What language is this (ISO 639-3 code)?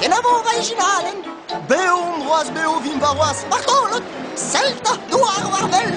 bre